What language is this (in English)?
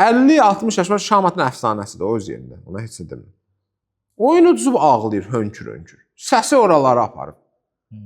Azerbaijani